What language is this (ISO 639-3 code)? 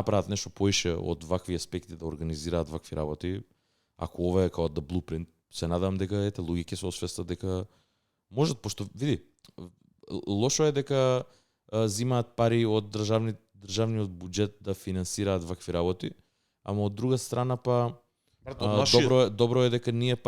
mkd